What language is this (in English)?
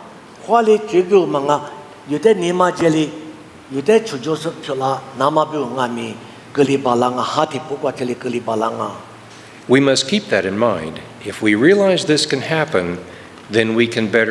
Lisu